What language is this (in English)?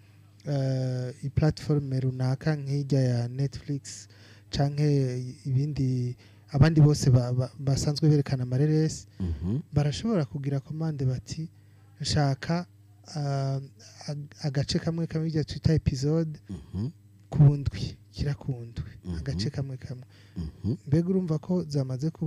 Rundi